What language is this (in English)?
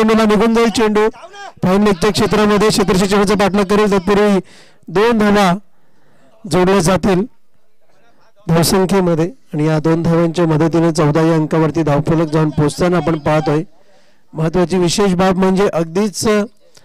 Marathi